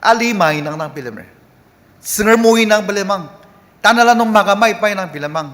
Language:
Ao Naga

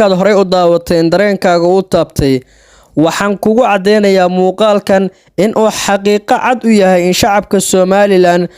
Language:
Somali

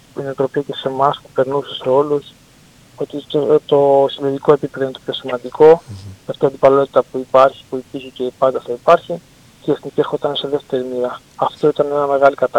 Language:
Greek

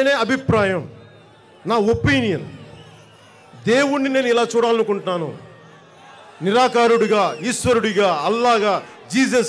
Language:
Telugu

